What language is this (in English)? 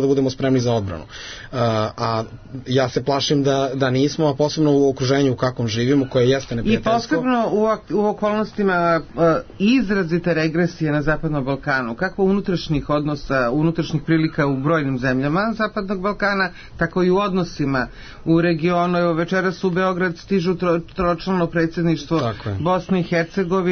Serbian